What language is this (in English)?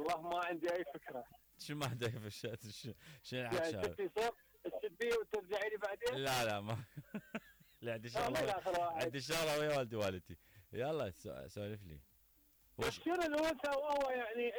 Mesopotamian Arabic